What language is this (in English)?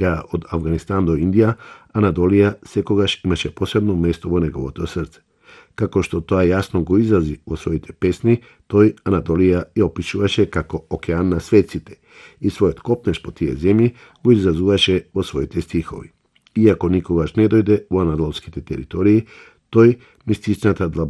Macedonian